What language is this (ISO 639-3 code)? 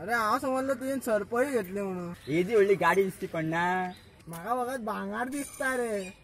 kok